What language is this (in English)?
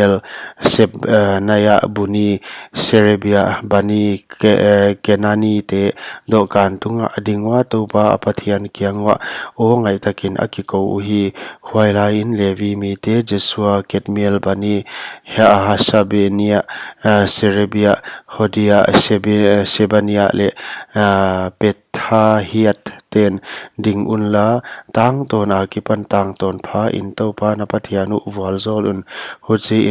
Paite Chin